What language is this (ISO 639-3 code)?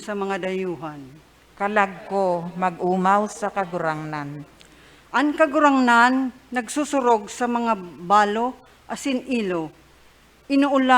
bik